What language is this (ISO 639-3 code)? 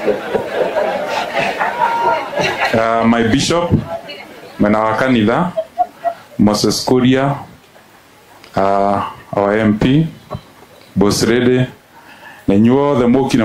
kik